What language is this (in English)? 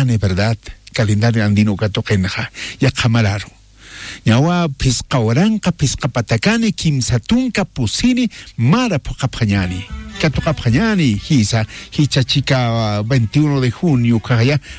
Aymara